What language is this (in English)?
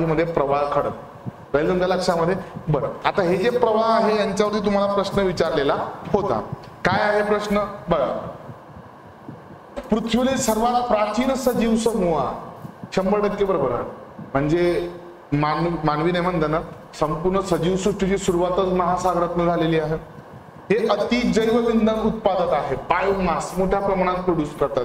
Marathi